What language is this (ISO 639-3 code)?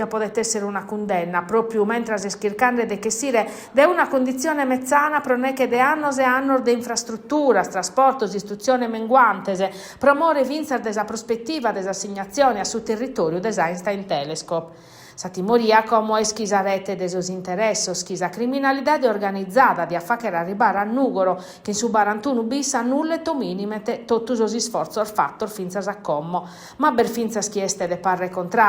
srd